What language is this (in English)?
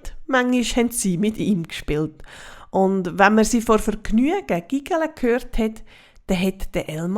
Swiss German